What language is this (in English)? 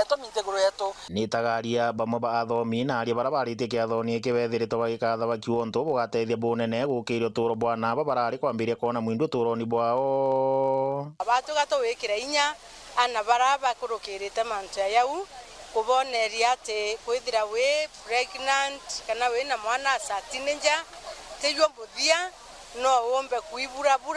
Meru